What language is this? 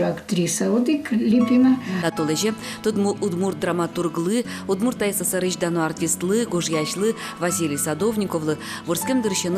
Udmurt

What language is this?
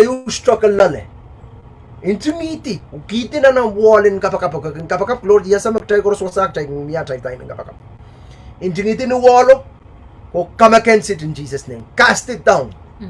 Pohnpeian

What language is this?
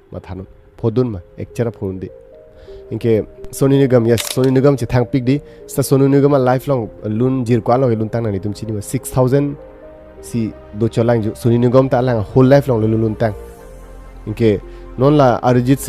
Karbi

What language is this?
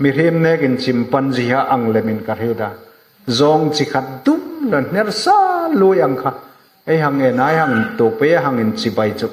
Hmar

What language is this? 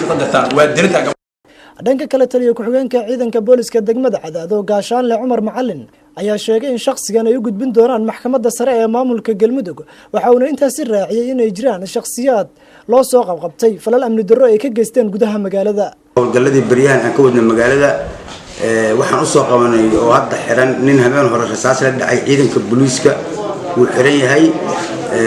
Somali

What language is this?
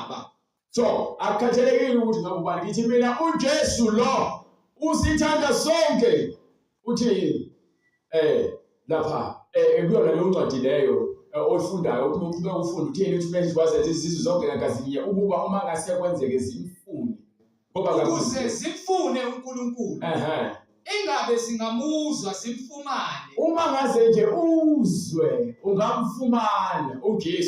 Zulu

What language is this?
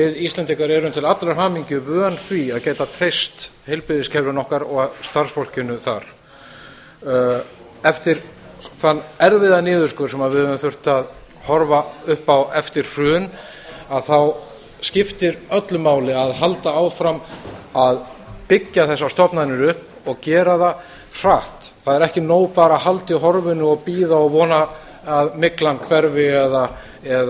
Icelandic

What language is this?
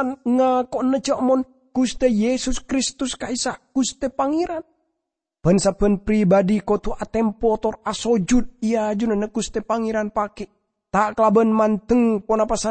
Madurese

